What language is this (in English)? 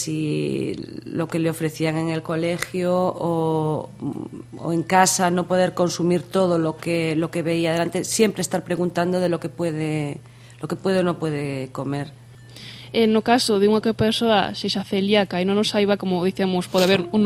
Galician